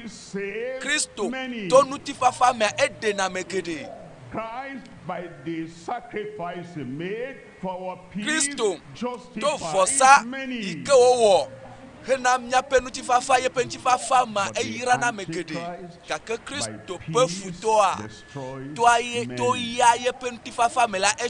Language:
Ewe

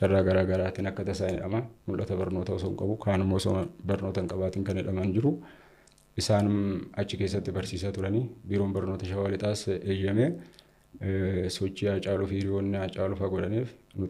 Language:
Oromo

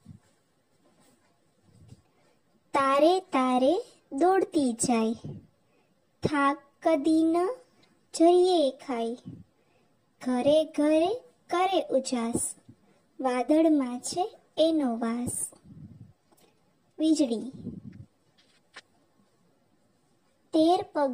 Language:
Gujarati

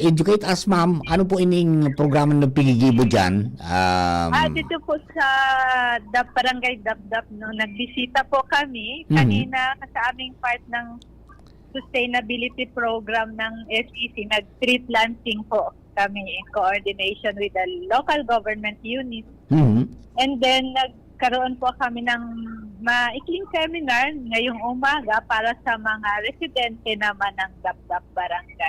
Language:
Bikol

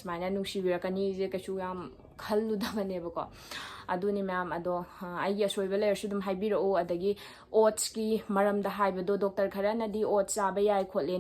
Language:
Manipuri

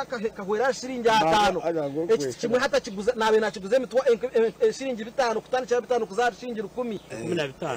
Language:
Nyankole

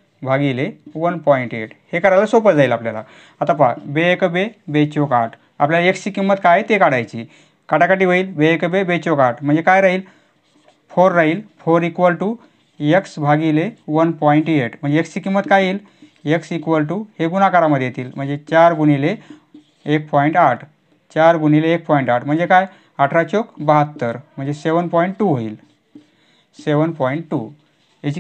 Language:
Marathi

